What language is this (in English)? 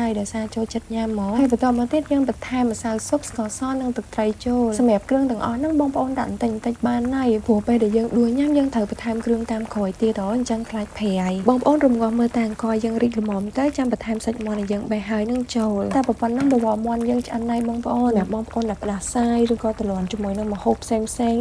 Khmer